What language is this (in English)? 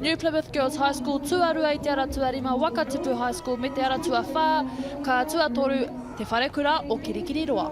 Māori